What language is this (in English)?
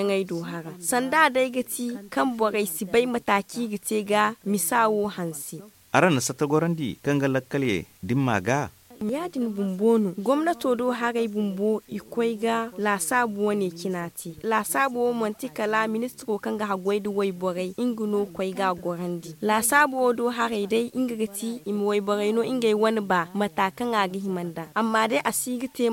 Zarma